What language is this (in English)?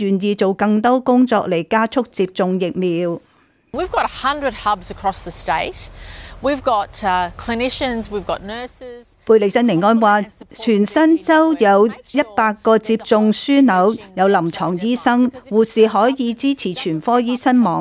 Cantonese